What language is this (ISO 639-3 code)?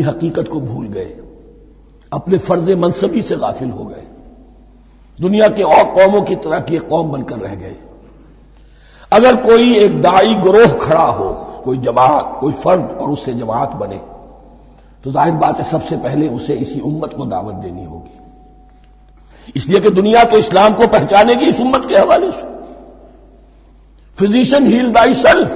urd